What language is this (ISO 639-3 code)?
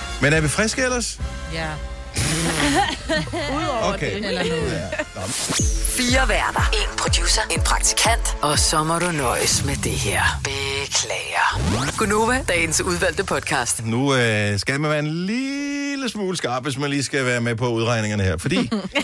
dan